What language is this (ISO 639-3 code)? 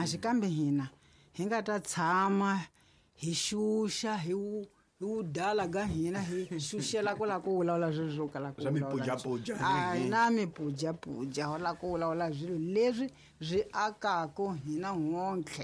tso